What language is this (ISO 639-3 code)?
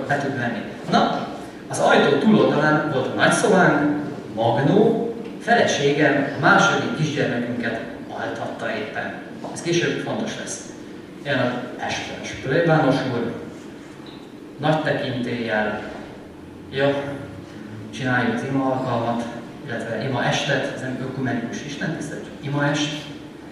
hun